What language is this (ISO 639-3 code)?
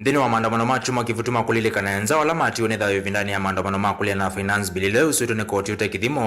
kam